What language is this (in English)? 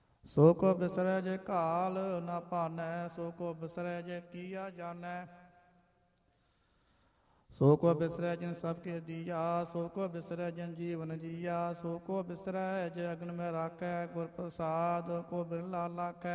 Punjabi